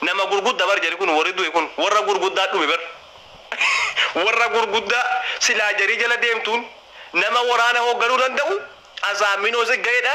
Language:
Oromo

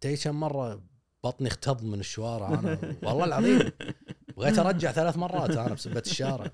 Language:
Gulf Arabic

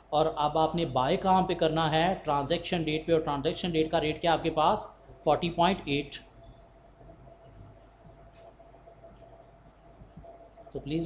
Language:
Hindi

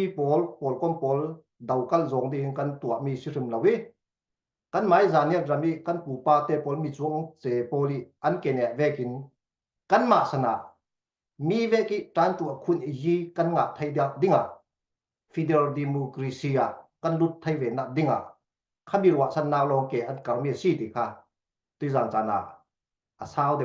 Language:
Falam Chin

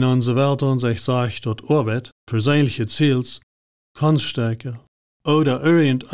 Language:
Plautdietsch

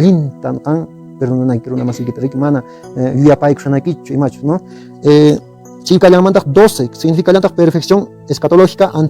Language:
Quechua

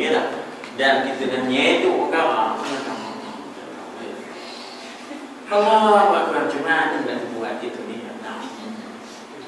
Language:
Malay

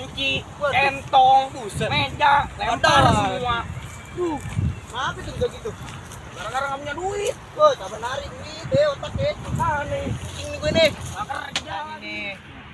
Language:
Betawi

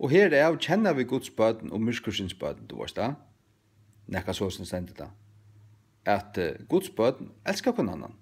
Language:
Faroese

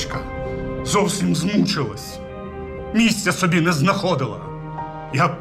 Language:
Ukrainian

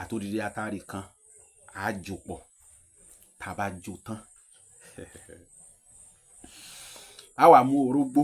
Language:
Yoruba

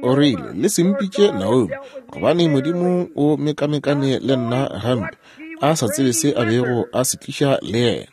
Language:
Northern Sotho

